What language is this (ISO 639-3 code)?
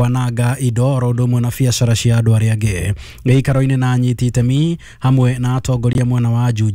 kik